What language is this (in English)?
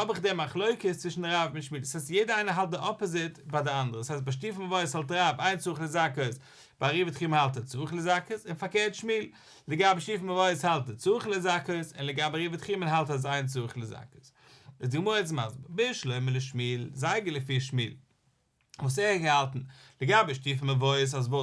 Yiddish